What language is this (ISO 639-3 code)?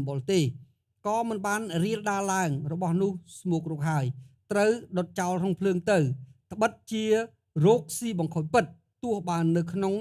khm